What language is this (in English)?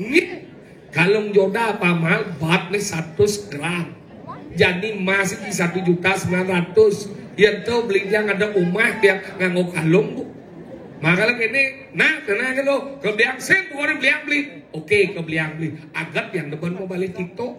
Balinese